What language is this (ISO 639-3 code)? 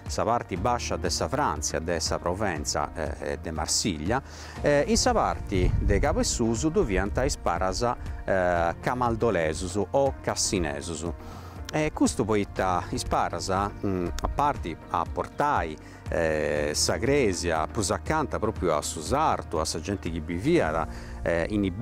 srd